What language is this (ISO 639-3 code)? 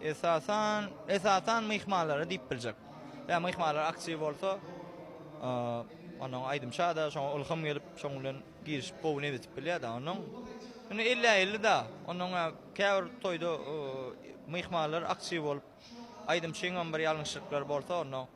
tuk